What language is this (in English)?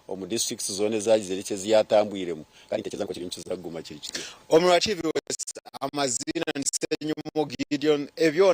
Nyankole